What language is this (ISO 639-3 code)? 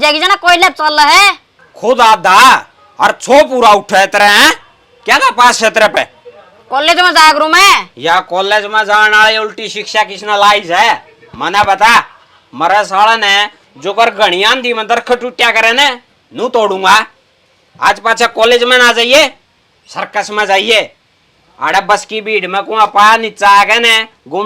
bgc